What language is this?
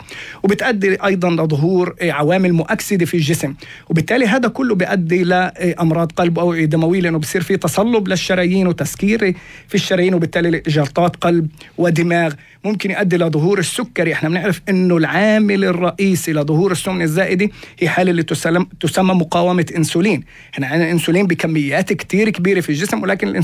North Levantine Arabic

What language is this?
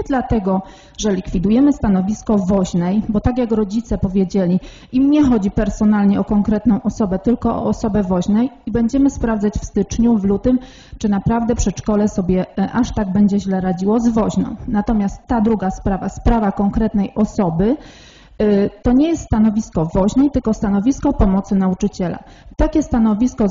Polish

